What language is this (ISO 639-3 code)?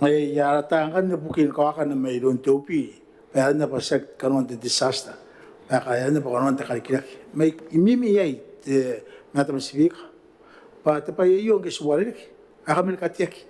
gil